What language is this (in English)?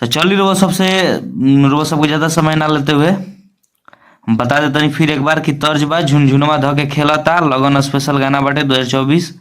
Bhojpuri